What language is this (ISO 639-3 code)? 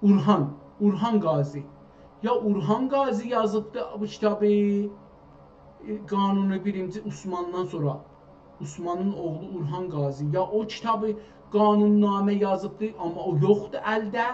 azb